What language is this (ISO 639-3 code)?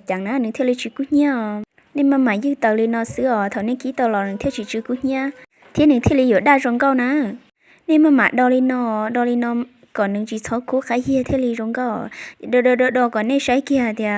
hmn